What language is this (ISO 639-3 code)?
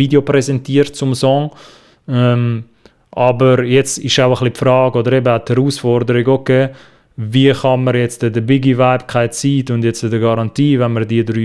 gsw